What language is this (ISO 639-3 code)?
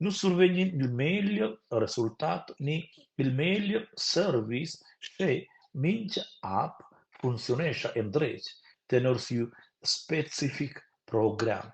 roh